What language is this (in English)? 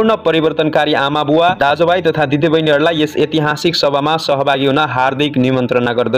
Nepali